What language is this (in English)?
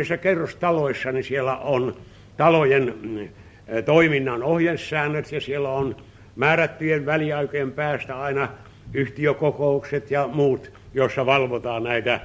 Finnish